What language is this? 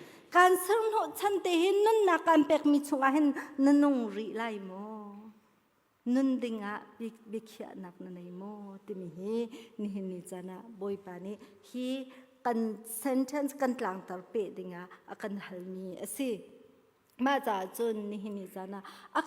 Hakha Chin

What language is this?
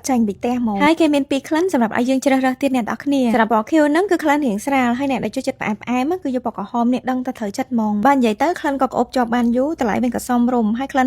Khmer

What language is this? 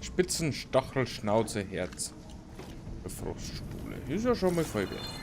Bavarian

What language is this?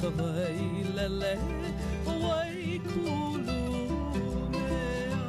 Hawaiian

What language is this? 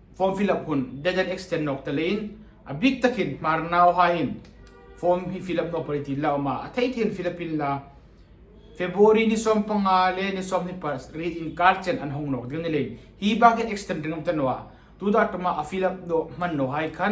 Hmar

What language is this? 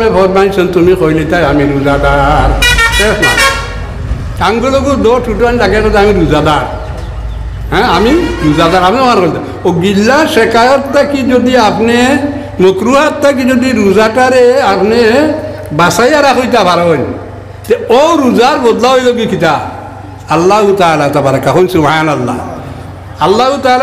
Sylheti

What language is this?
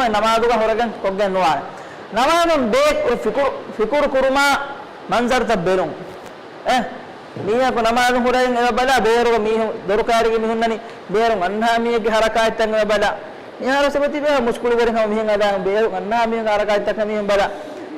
Divehi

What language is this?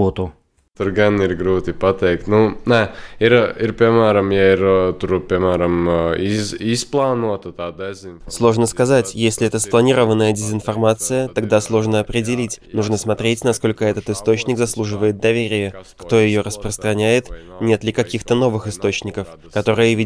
Russian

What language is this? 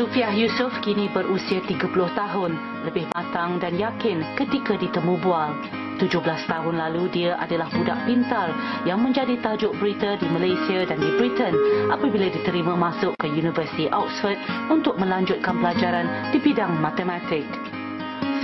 Malay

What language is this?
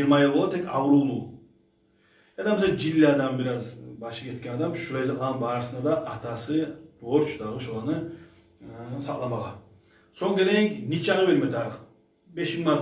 Kumyk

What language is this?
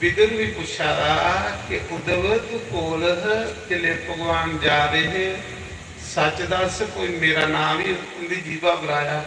Dogri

